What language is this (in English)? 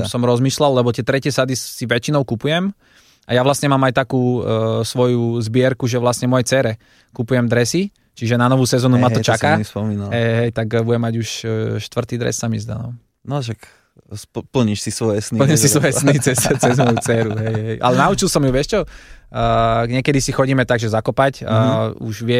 Slovak